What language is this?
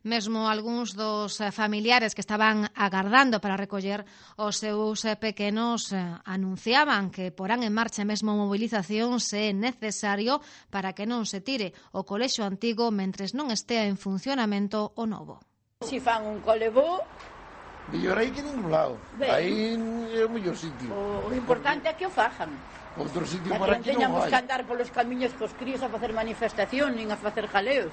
Galician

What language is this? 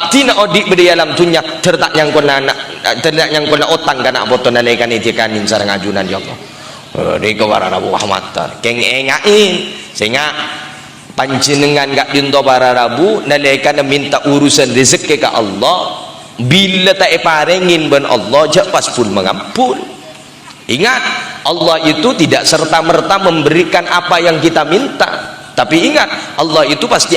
Madurese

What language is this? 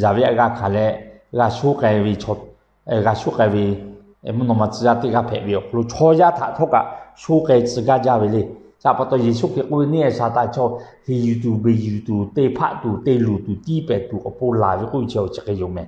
Lahu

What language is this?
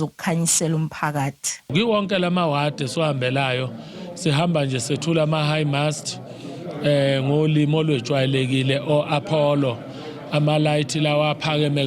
Zulu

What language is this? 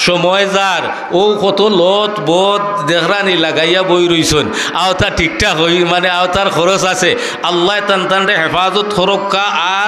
Sylheti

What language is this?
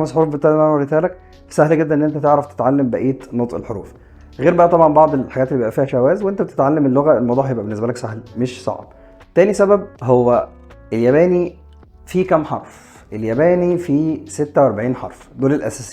Egyptian Arabic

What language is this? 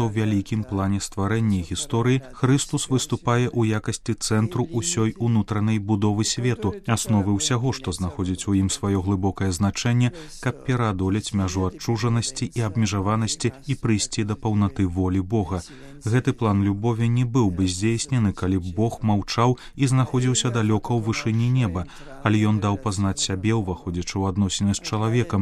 Belarusian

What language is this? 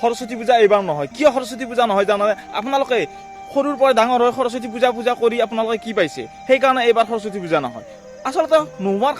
Assamese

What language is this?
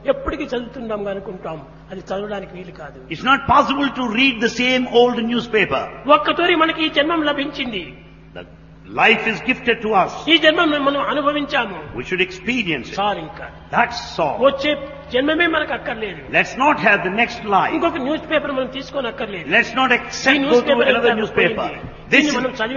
Telugu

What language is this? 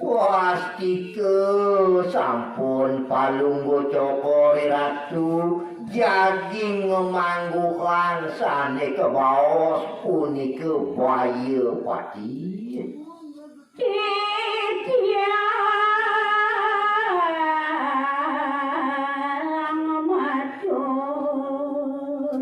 Balinese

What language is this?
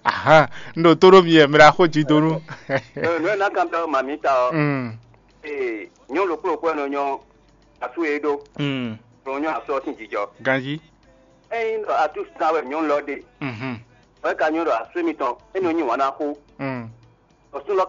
Fon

